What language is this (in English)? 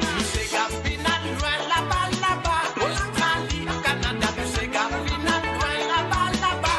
Morisyen